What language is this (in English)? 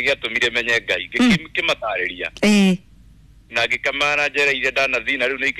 Kikuyu